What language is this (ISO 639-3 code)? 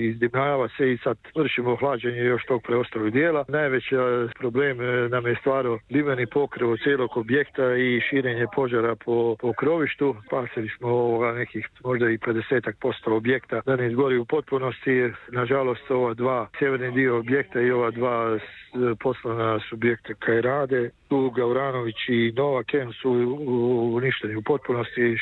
hrv